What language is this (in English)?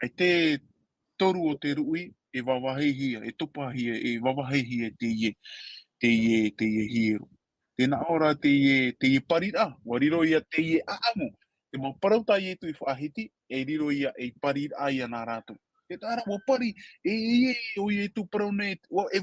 Tahitian